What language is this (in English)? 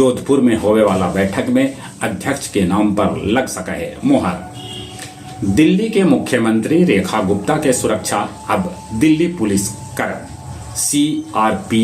Magahi